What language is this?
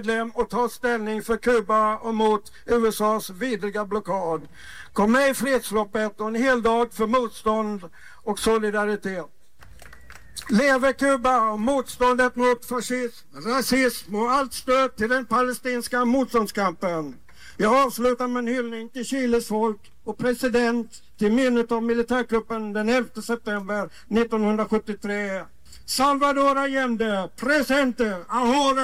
Swedish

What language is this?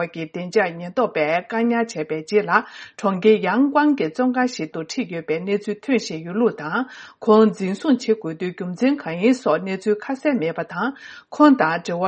Tibetan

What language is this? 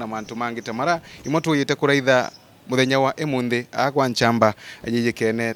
Meru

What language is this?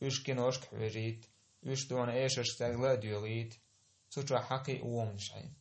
Chechen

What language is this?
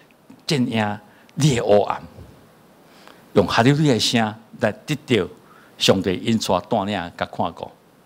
Chinese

